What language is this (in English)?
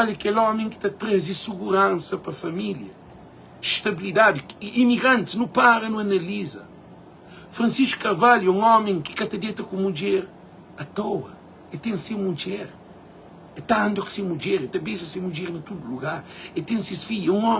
Kabuverdianu